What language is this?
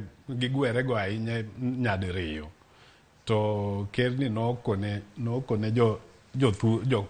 Luo (Kenya and Tanzania)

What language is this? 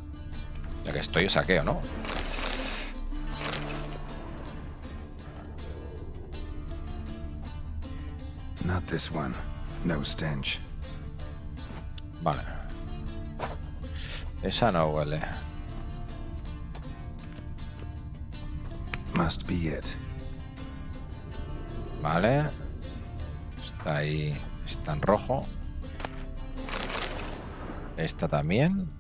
Spanish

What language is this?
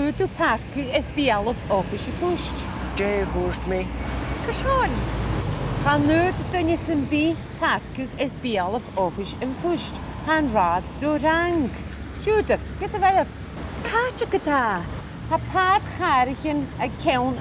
Scottish Gaelic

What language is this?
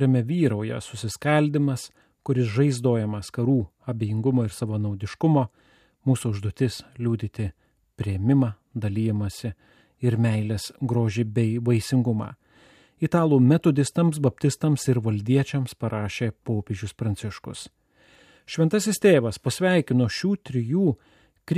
Lithuanian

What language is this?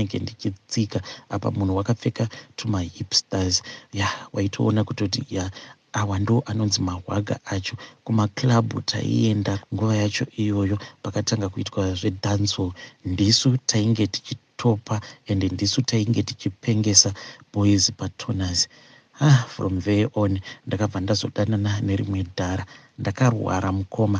Shona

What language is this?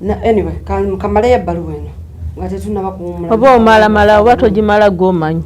Ganda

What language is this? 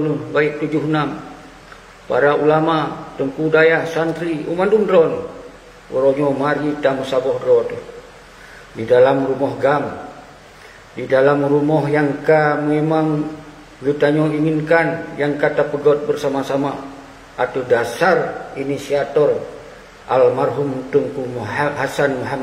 Achinese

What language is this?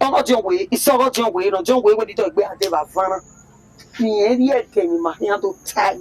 Bini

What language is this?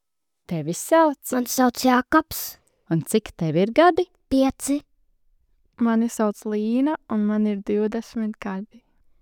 Latvian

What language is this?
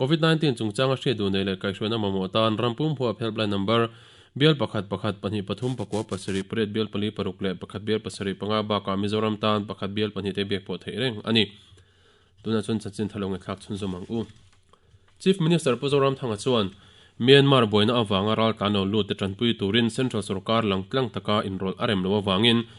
Mizo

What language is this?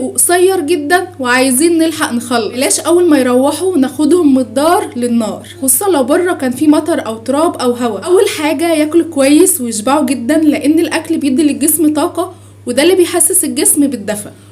Egyptian Arabic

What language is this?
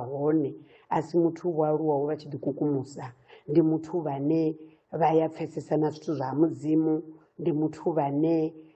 Venda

